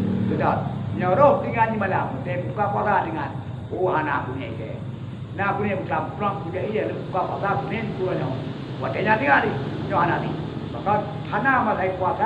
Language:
Achinese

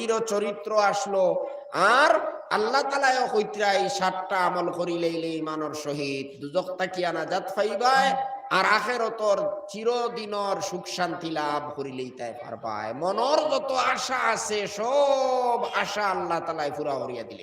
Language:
Sylheti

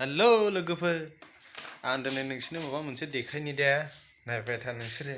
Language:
Bodo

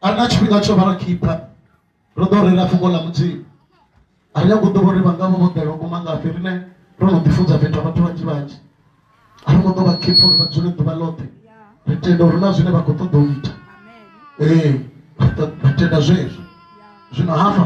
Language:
Venda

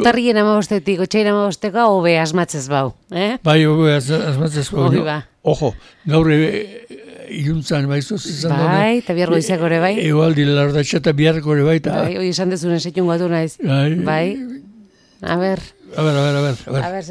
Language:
Basque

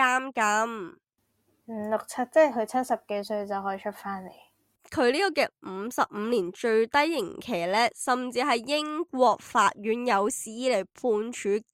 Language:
Cantonese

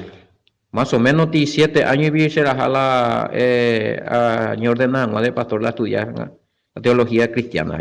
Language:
Guarani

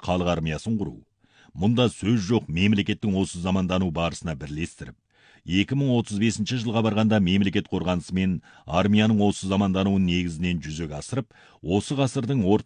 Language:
Kazakh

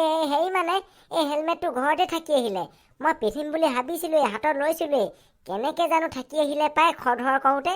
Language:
Assamese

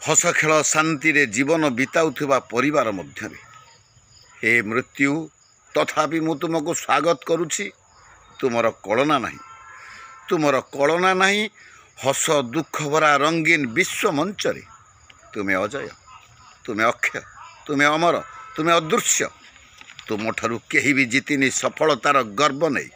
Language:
Odia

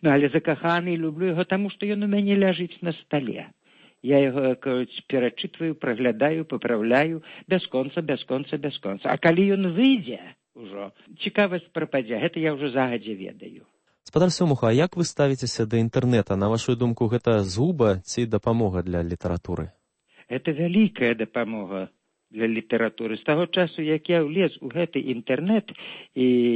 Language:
Belarusian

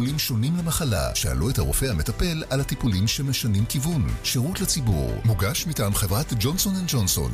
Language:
Hebrew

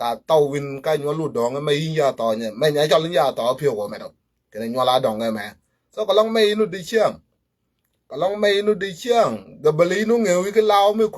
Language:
Nuer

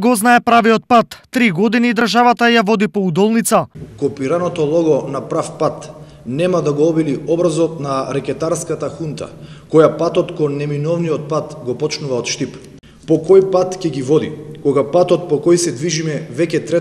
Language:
Macedonian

